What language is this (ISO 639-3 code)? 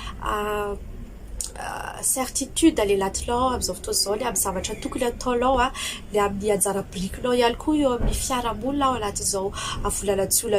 mlg